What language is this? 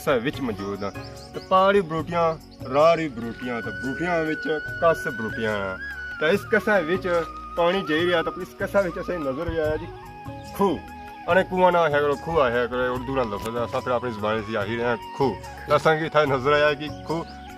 Pahari-Potwari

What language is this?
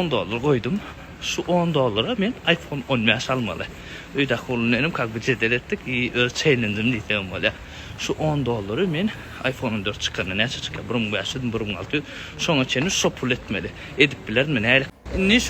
Turkmen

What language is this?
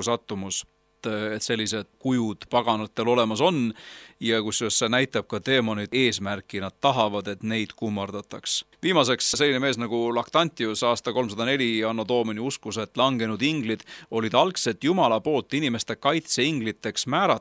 Estonian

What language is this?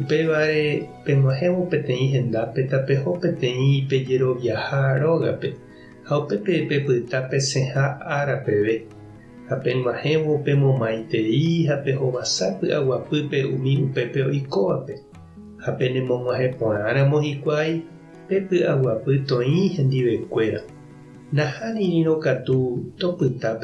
Guarani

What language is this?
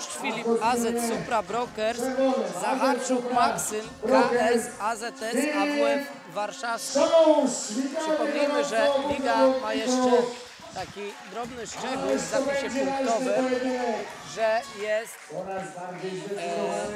Polish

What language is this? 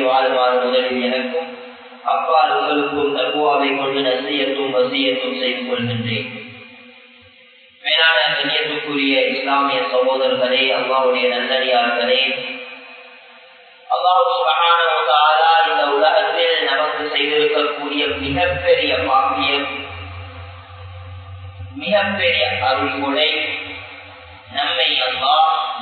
Tamil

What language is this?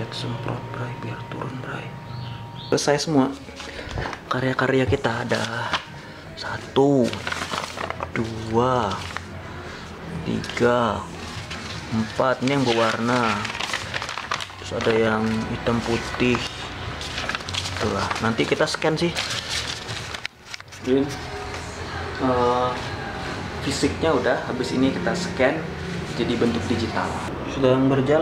Indonesian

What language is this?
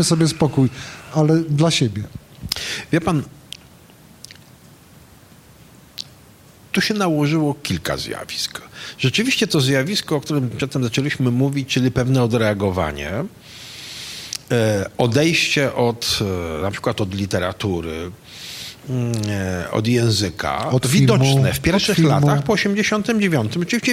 Polish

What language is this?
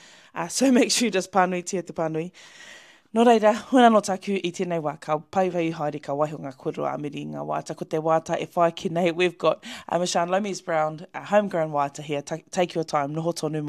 Māori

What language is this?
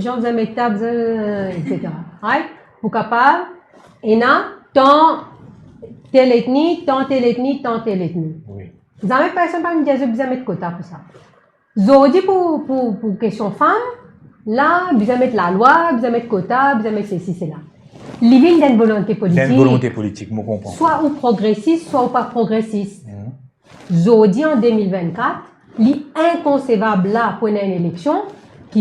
Morisyen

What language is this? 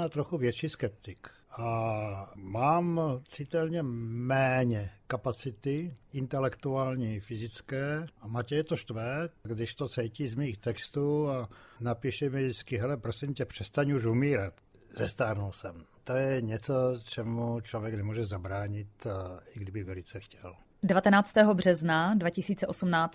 Czech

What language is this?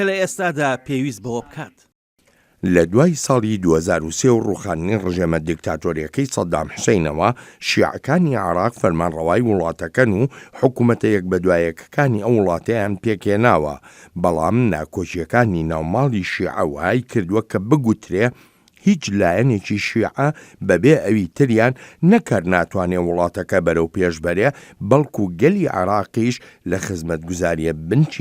Central Kurdish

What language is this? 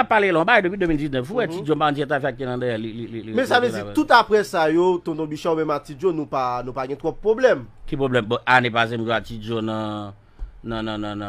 Haitian Creole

